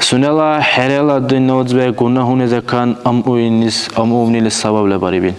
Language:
Dargwa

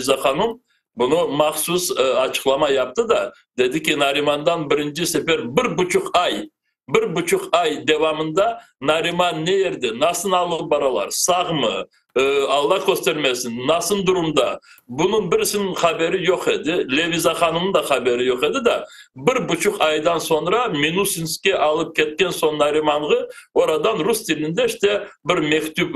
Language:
Crimean Tatar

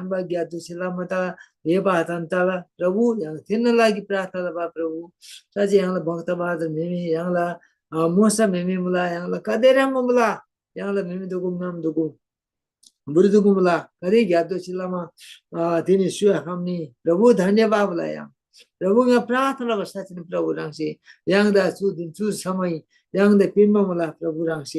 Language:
Eastern Tamang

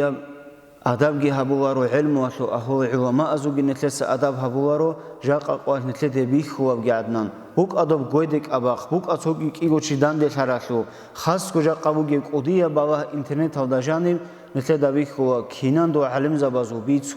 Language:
Avaric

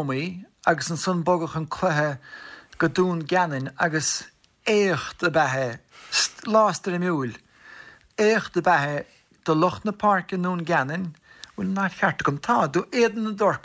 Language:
Irish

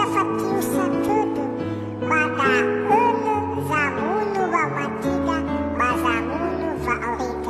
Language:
Nias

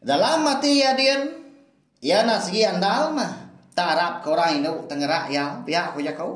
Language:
Iban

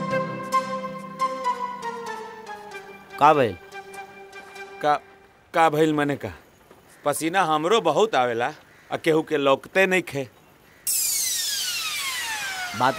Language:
Bhojpuri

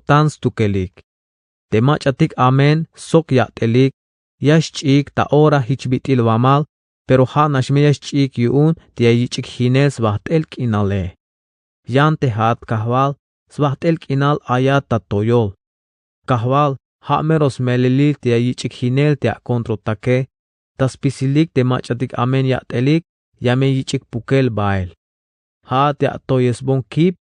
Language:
Tzeltal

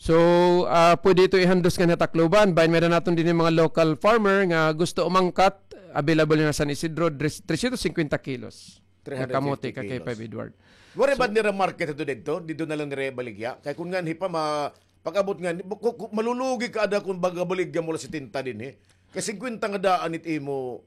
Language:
Waray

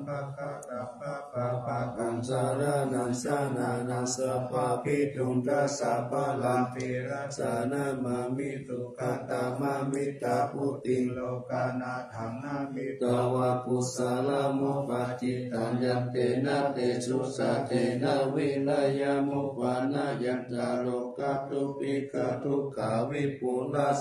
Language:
Pali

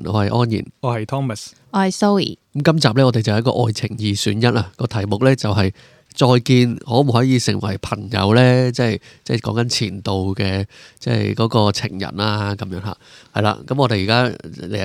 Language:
Cantonese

